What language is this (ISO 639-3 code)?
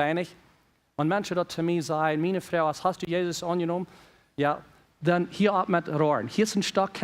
pdt